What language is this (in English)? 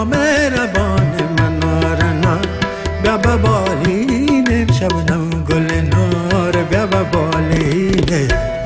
Persian